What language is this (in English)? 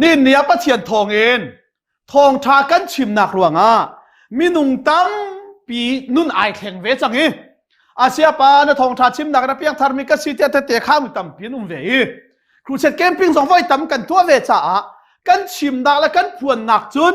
Hakha Chin